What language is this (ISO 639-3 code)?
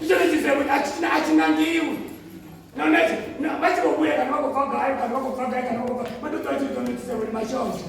ven